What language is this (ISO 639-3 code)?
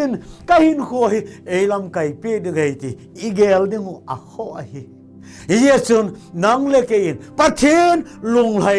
tcz